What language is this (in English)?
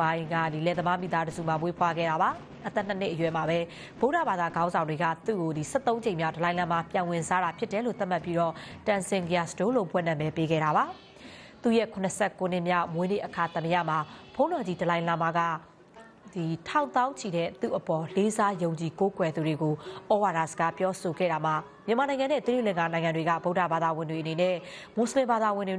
Burmese